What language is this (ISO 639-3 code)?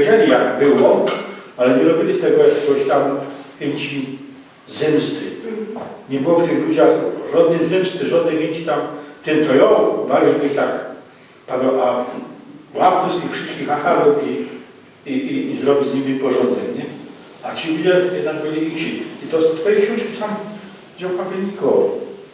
szl